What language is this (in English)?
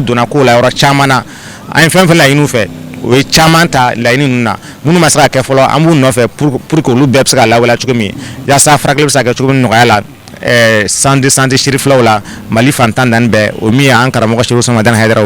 Bambara